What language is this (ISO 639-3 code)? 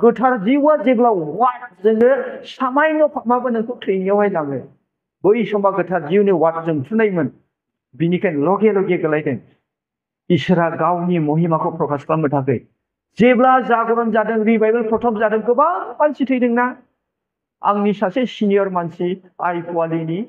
brx